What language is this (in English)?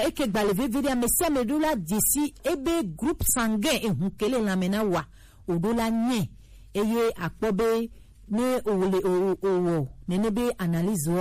Gen